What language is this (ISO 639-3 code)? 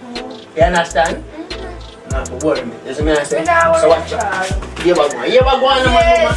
jam